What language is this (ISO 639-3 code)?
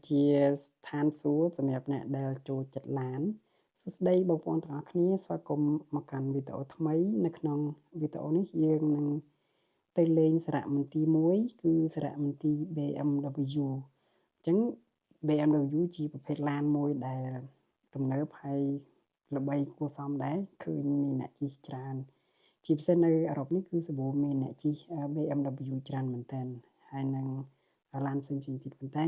khm